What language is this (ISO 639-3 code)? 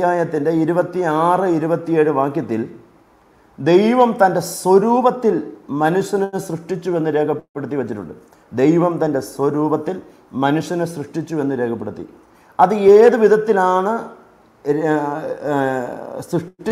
mal